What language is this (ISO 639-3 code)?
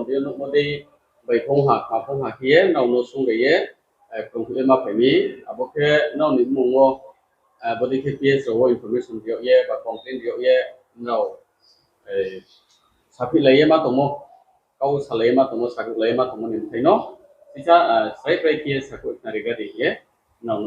ria